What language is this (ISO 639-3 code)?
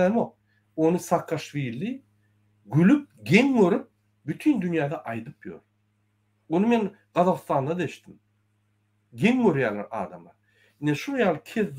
tuk